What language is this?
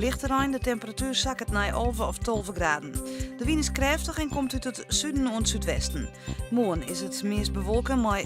Western Frisian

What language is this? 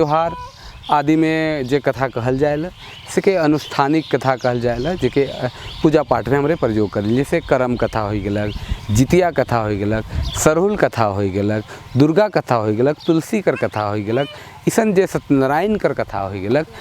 Sadri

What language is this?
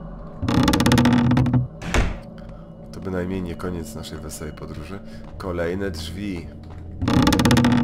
Polish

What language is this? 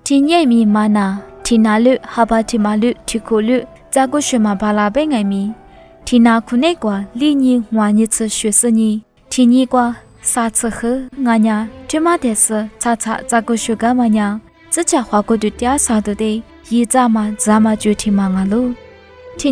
Lisu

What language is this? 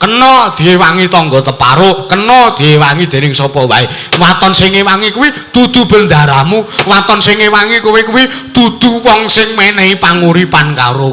Javanese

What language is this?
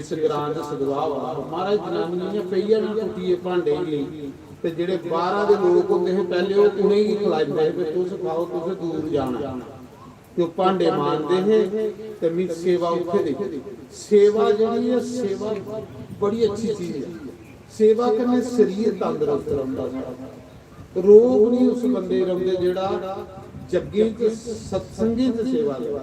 Dogri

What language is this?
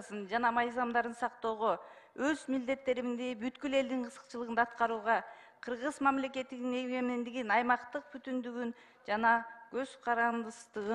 Kyrgyz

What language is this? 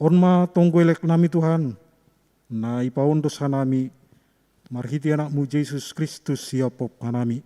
Batak Simalungun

